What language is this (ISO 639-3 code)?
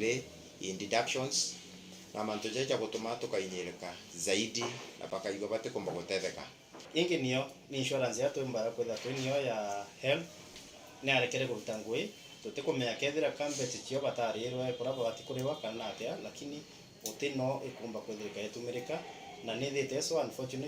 mer